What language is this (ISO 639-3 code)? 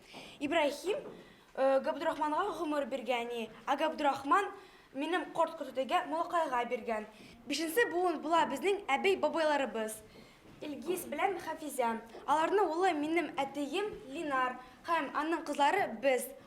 bak